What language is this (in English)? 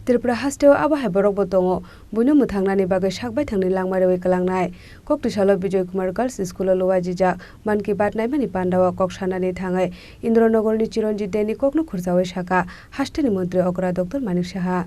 Kok Borok